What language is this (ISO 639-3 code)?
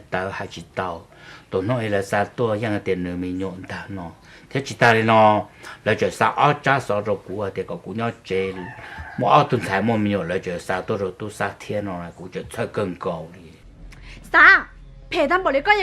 hmn